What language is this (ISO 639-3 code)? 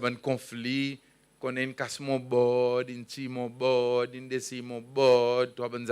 crs